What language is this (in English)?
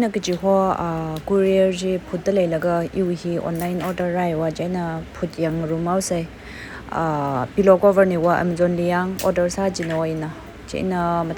Tangkhul Naga (India)